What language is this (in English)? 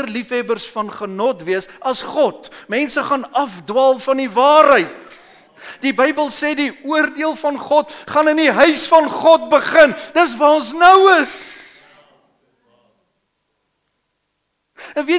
Afrikaans